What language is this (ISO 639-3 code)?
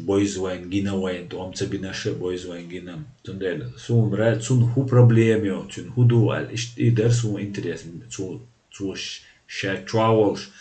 che